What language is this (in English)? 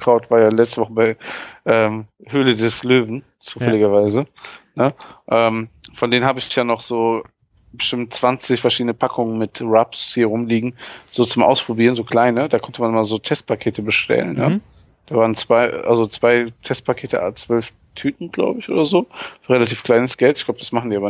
German